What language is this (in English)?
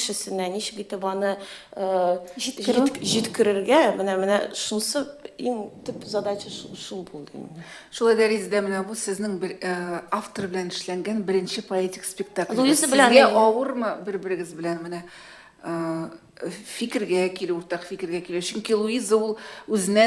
Tatar